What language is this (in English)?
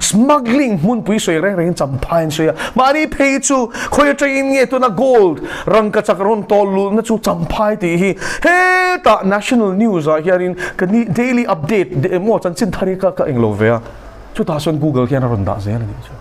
Mizo